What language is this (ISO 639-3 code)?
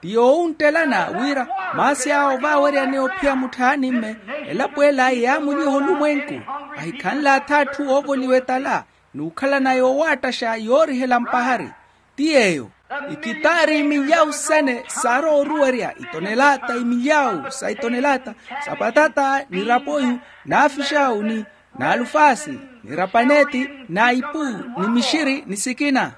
vmw